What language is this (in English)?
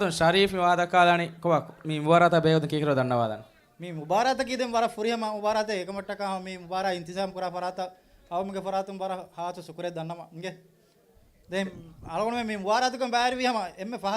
Divehi